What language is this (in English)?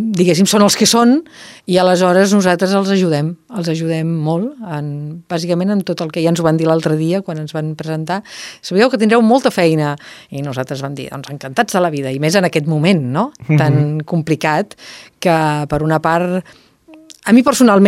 Catalan